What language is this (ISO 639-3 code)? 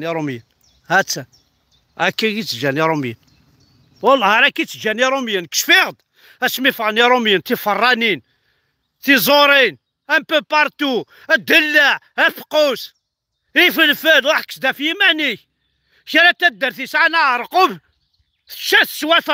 kab